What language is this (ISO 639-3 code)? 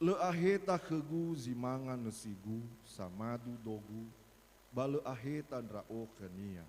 nia